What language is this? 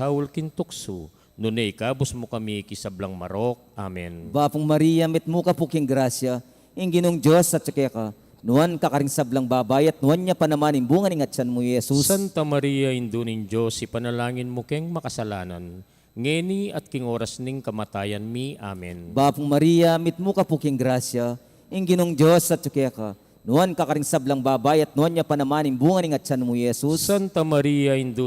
Pampanga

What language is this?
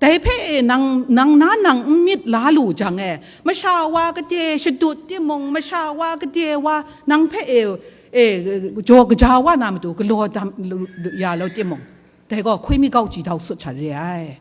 Kachin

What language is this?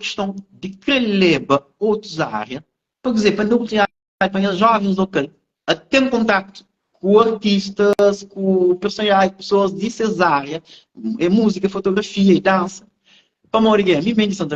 Kabuverdianu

